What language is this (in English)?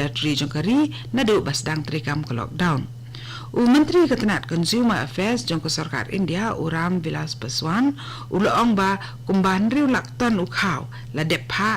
Khasi